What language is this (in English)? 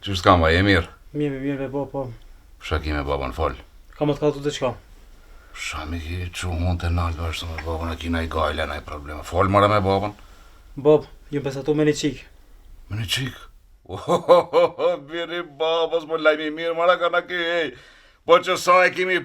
Albanian